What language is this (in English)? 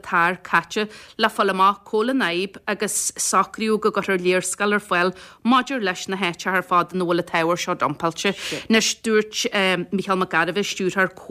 Irish